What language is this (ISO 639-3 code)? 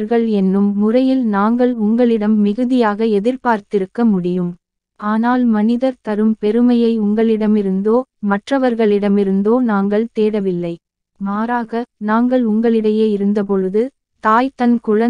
tam